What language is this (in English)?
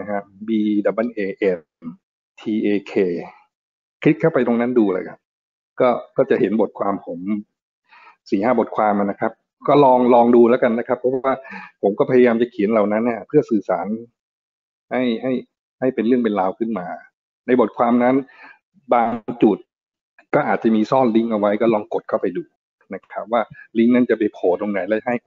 Thai